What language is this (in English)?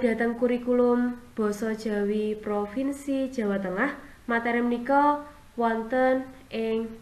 Javanese